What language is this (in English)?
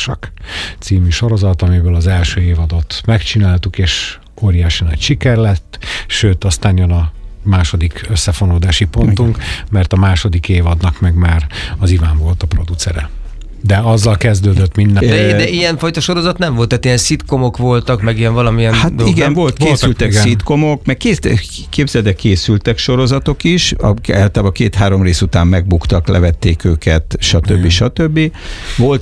Hungarian